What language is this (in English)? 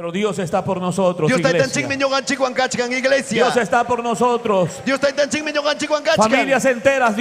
Ayacucho Quechua